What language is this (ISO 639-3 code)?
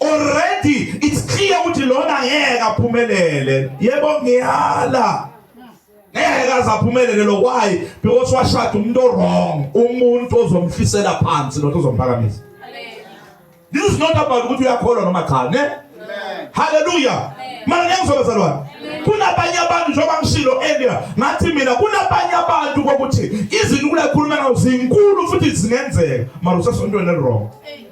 zul